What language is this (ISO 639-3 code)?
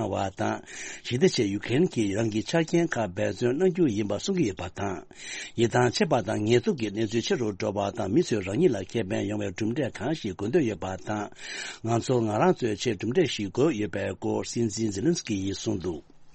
bod